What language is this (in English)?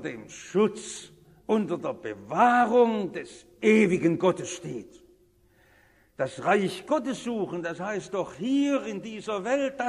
German